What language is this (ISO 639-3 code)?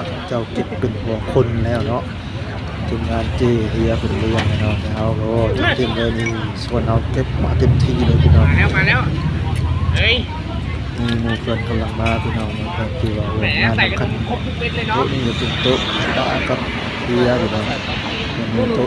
tts